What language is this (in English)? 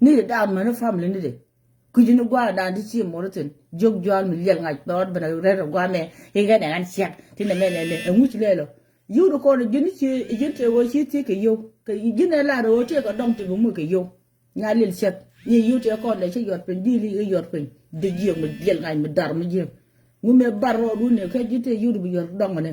Nuer